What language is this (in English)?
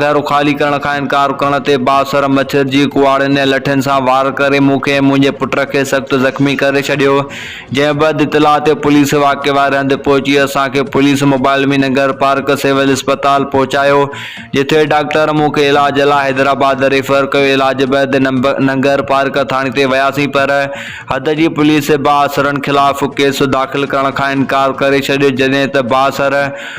Sindhi